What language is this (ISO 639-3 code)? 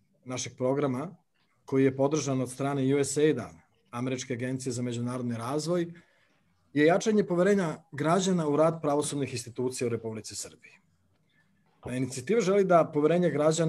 srp